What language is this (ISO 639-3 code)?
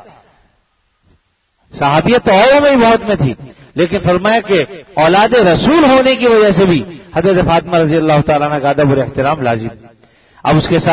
urd